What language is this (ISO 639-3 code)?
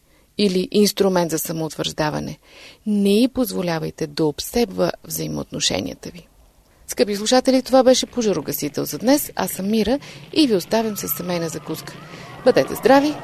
bul